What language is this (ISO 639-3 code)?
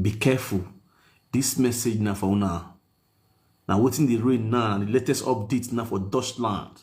pcm